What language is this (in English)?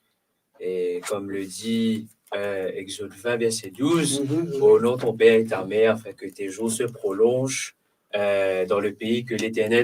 Morisyen